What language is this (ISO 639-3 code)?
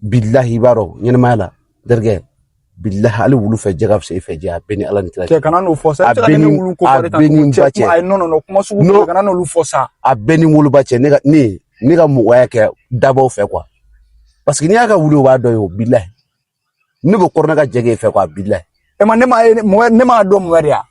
bam